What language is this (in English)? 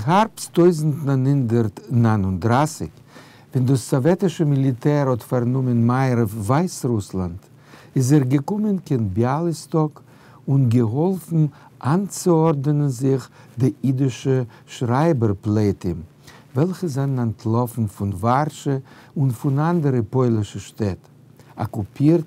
Yiddish